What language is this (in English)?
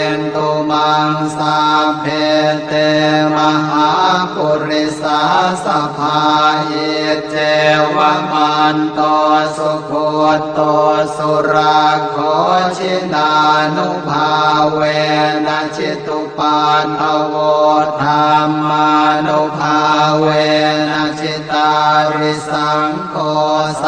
Pali